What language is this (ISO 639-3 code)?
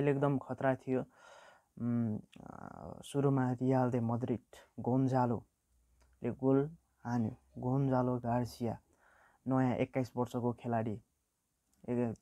nep